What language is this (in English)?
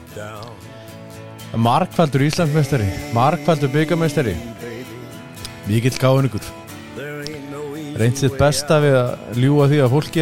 Icelandic